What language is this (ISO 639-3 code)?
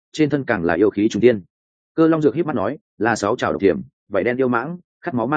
vie